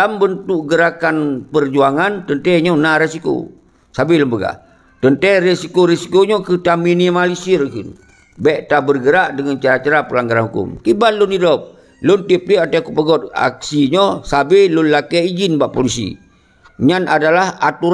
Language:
Achinese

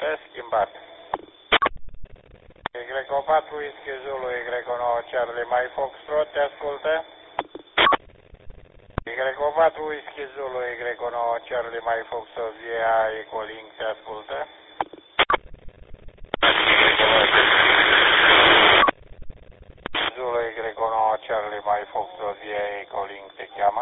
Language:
Romanian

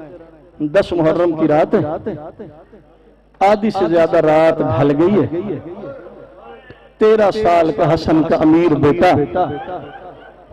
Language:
Urdu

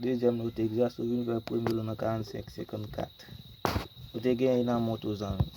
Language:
Haitian Creole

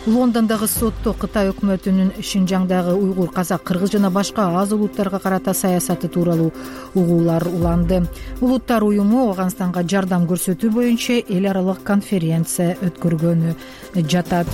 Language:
Kyrgyz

